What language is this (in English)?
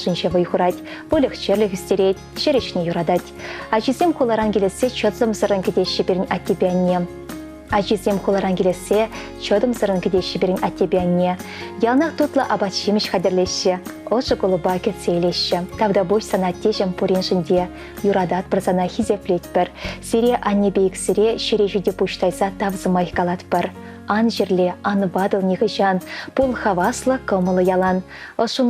Chuvash